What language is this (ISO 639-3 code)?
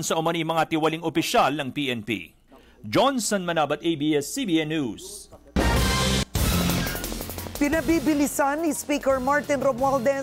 fil